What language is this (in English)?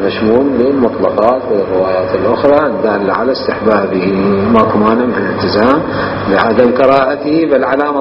Mesopotamian Arabic